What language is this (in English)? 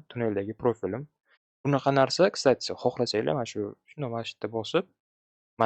Uzbek